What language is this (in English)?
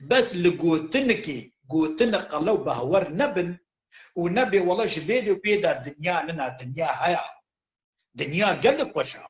Kurdish